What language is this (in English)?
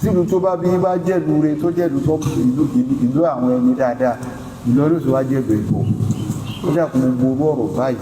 Yoruba